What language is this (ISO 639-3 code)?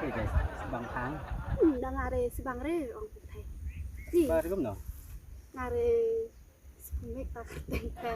kha